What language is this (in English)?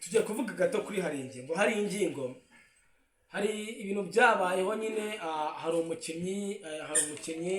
Kinyarwanda